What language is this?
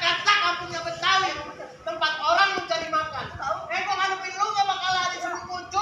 Betawi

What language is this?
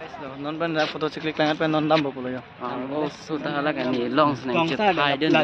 Karbi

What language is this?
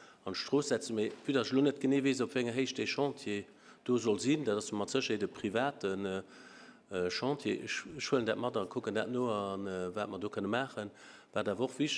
Luxembourgish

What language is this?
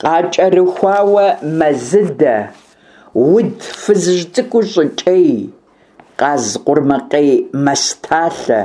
Kabardian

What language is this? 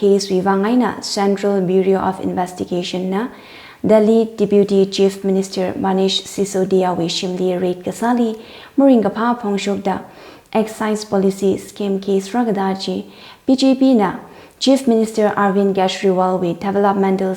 Tangkhul Naga (India)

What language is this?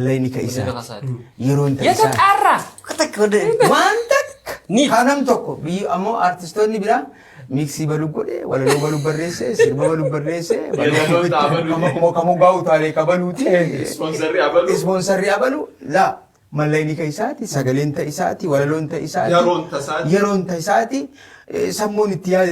Oromo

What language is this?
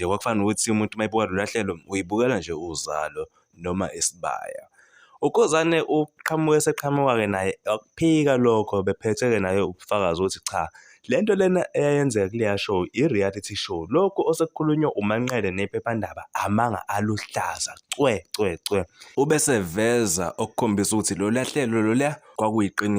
Zulu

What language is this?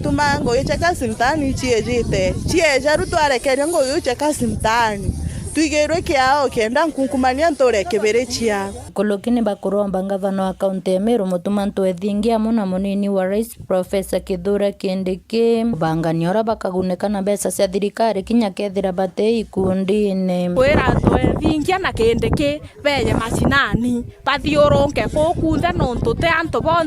Meru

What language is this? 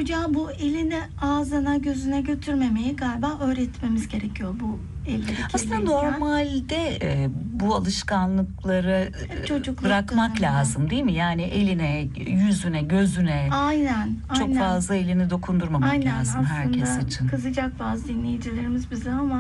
Turkish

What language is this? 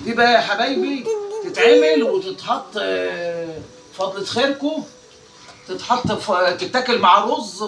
Egyptian Arabic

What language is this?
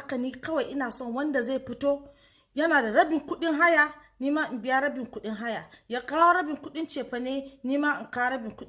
Hausa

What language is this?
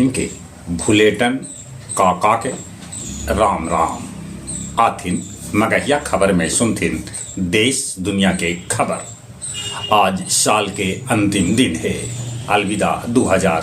Magahi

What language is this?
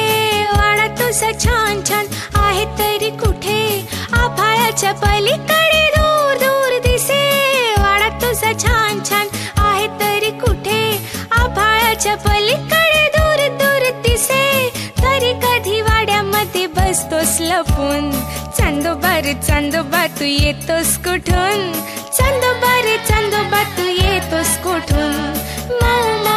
Marathi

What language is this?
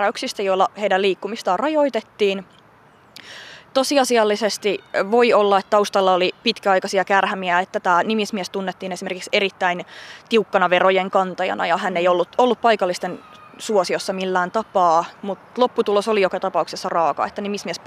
Finnish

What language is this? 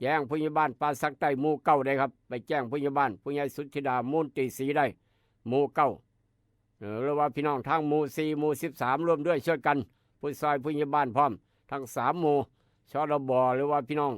Northeastern Thai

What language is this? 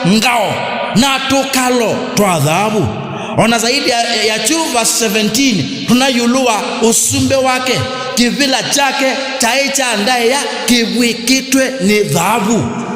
Kamba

